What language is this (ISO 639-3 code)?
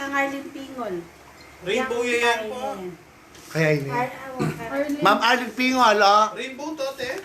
pam